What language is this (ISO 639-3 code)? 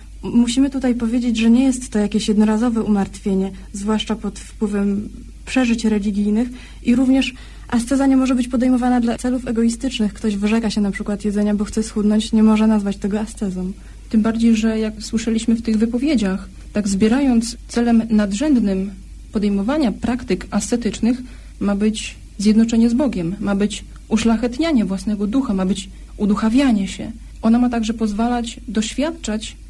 pol